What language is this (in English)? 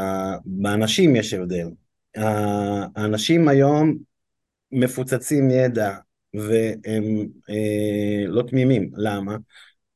Hebrew